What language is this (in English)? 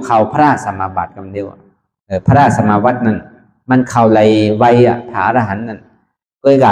Shan